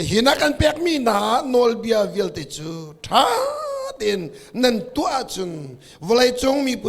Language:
Hakha Chin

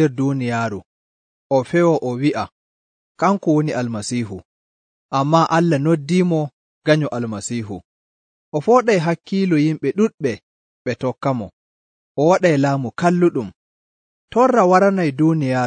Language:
Nigerian Fulfulde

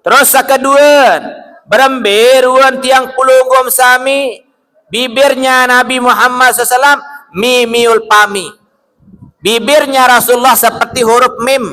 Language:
Sasak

